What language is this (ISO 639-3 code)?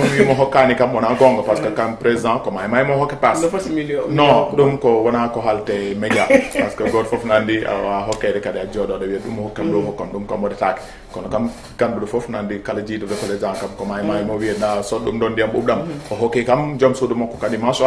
ful